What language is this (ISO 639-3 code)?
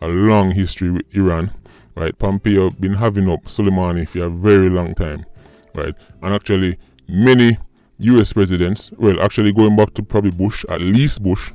jam